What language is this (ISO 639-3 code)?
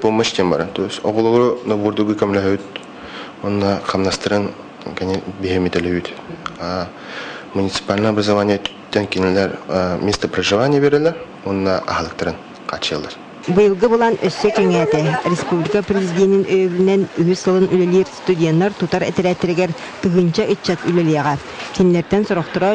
sah